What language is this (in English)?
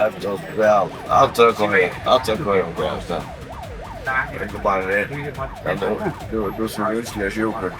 Faroese